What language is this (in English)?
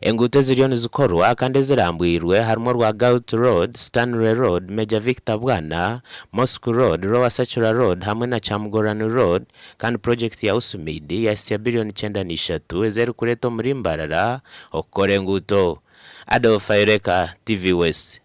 Nyankole